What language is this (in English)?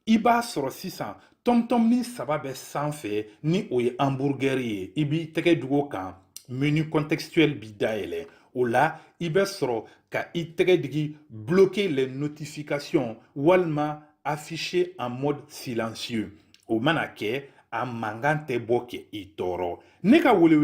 Bambara